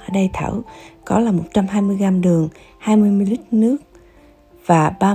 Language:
Vietnamese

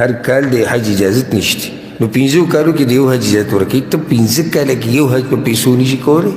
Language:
Pashto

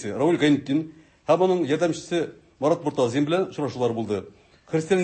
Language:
Tatar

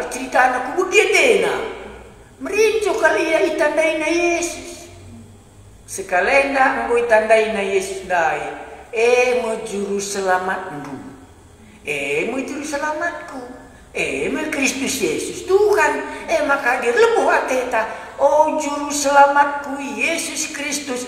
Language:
Batak Karo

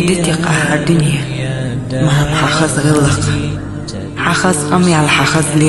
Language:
Chechen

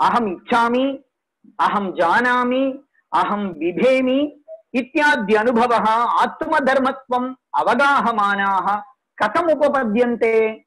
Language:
Sanskrit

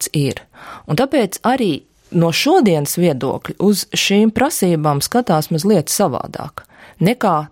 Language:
Latvian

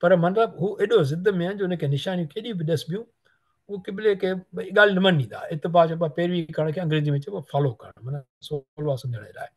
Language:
Sindhi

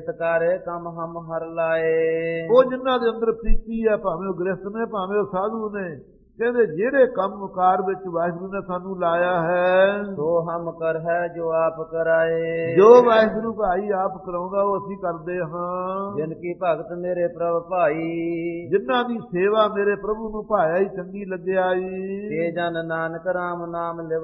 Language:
Punjabi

